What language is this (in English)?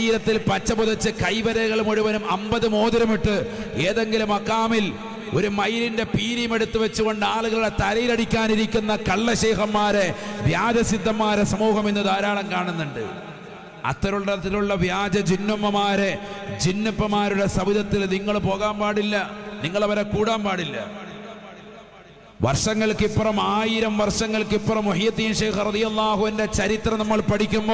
Malayalam